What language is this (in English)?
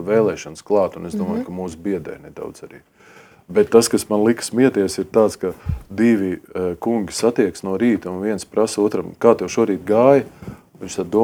Latvian